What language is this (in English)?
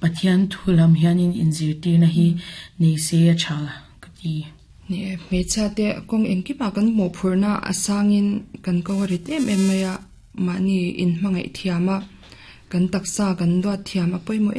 Mizo